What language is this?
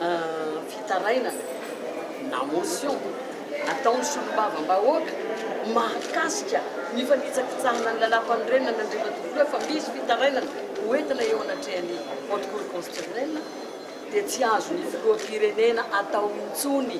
Malagasy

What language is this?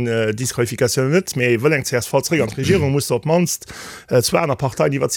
Luxembourgish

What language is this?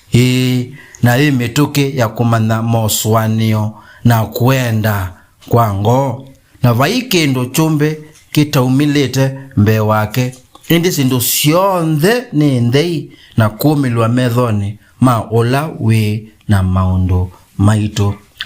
Kamba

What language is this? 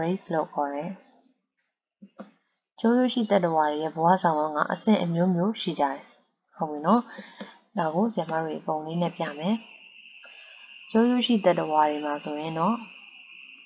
Burmese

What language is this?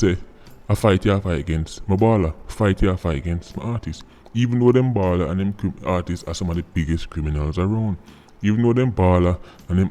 Jamaican Creole English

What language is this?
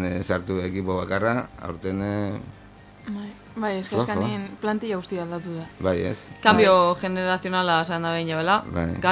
Basque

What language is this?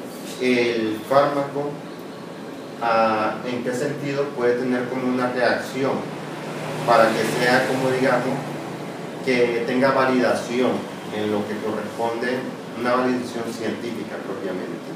Spanish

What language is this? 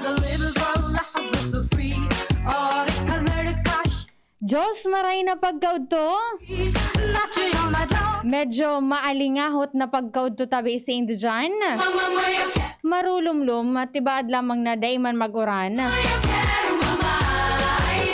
Bikol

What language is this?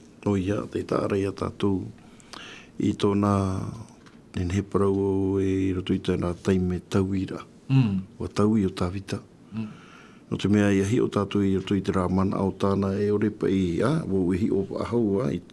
Tahitian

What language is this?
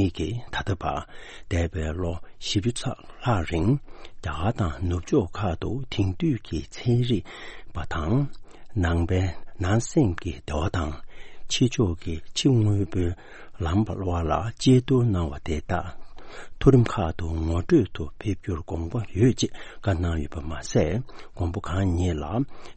Tibetan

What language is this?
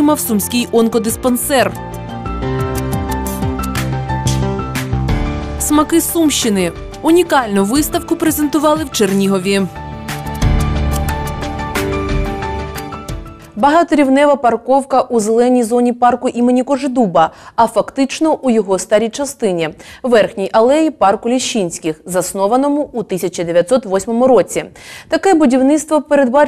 Ukrainian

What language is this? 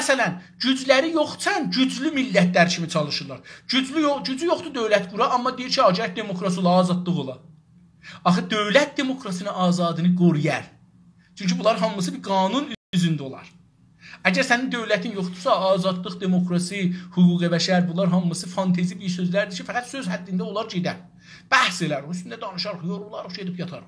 South Azerbaijani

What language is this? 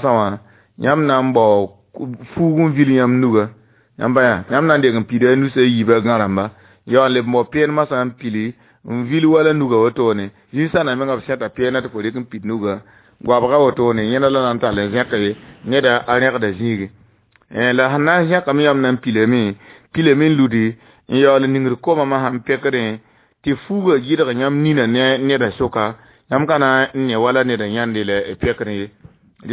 Mossi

